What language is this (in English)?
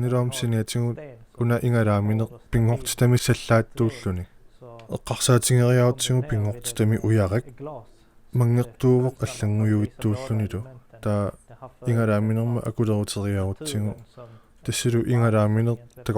Kalaallisut